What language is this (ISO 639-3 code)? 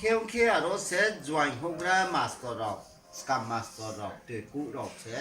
ria